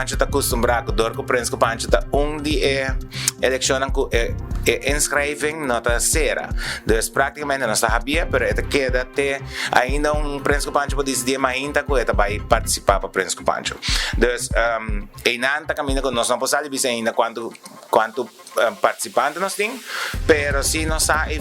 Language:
Papiamento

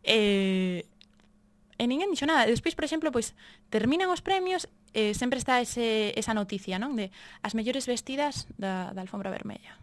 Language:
Galician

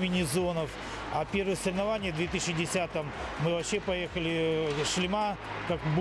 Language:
Russian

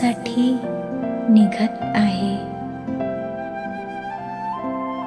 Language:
Marathi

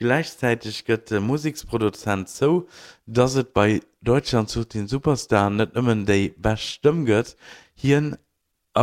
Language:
Luxembourgish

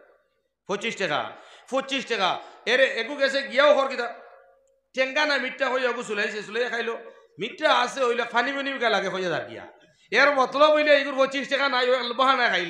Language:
Sylheti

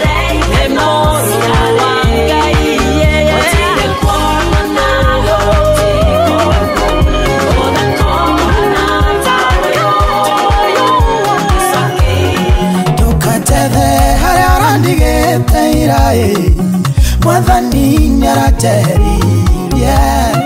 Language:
Kikuyu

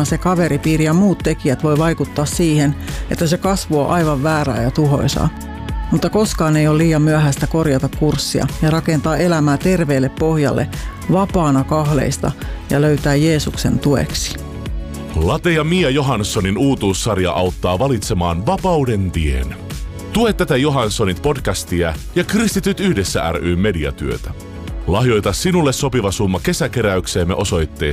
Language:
Finnish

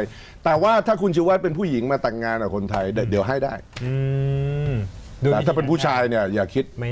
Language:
Thai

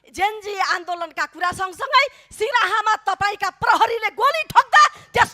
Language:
Nepali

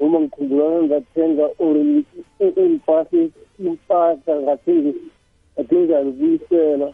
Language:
South Ndebele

